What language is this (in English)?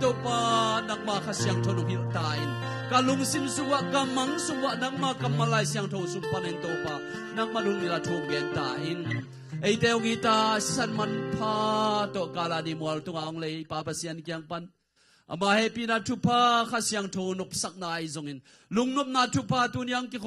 Tedim Chin